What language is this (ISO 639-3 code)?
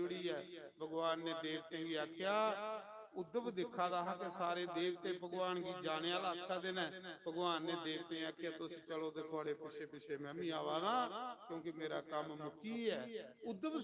doi